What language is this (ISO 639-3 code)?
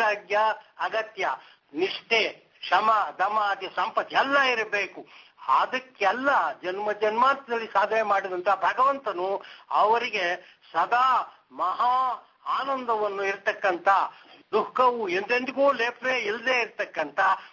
kan